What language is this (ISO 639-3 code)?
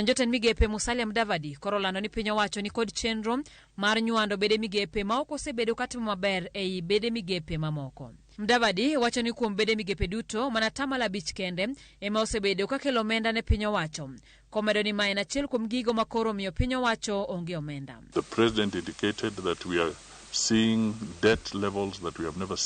luo